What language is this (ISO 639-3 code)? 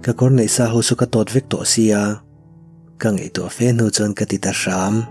lus